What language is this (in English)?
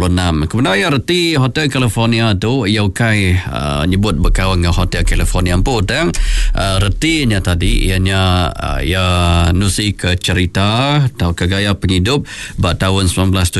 Iban